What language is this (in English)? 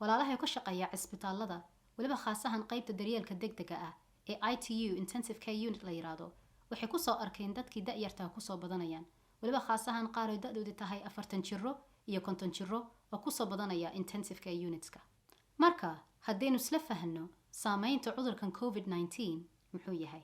Somali